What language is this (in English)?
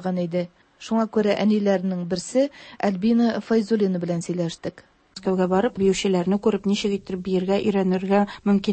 Tatar